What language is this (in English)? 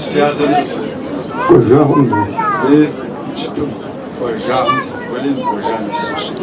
Kabardian